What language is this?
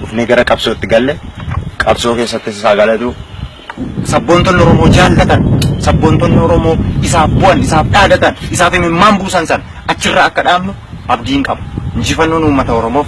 Oromo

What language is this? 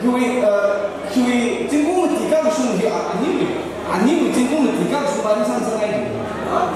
Tangkhul Naga (India)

